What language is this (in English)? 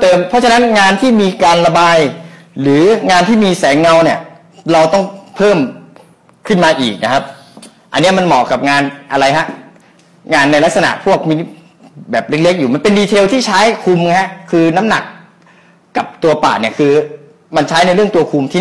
Thai